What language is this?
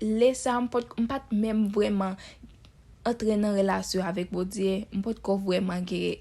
Haitian Creole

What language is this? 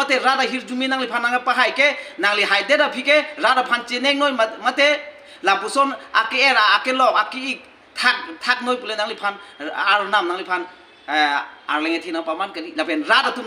Karbi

